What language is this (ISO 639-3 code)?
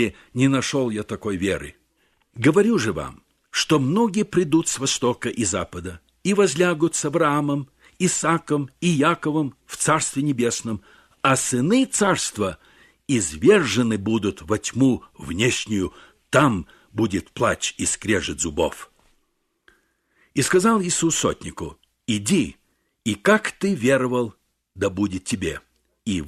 rus